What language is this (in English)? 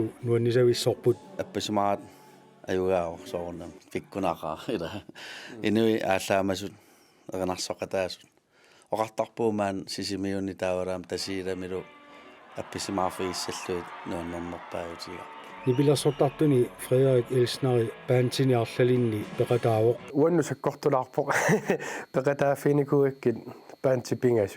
Kalaallisut